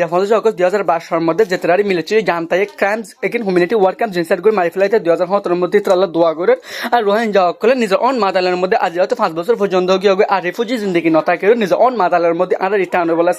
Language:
Rohingya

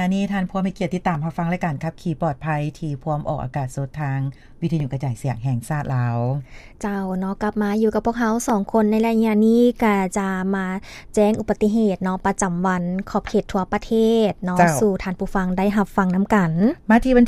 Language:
Lao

